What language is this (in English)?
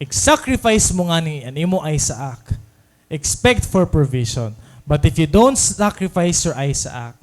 Waray